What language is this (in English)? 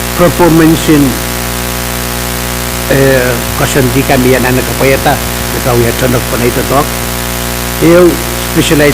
Pohnpeian